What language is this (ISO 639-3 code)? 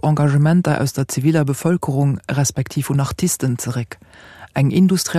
ltz